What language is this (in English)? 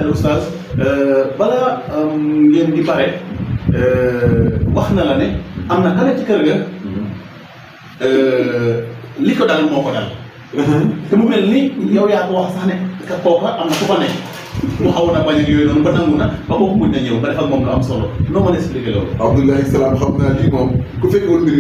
Wolof